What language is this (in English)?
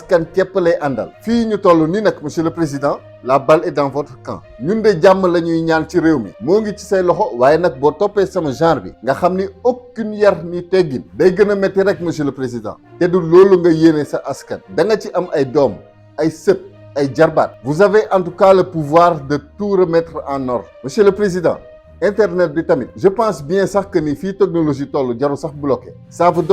Wolof